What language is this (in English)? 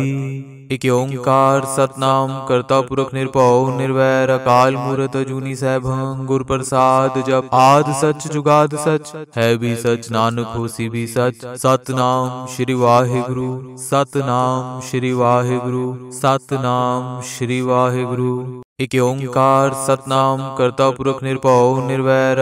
Punjabi